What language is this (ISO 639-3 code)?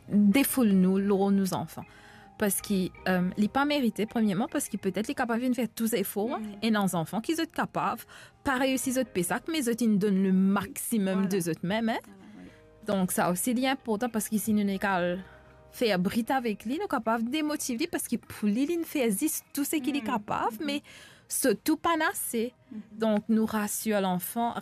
mfe